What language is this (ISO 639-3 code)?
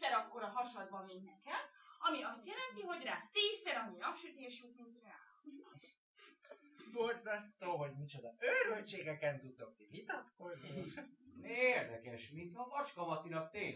hun